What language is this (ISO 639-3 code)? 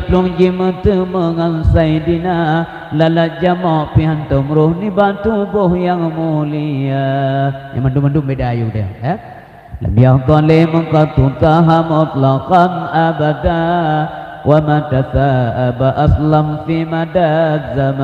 ace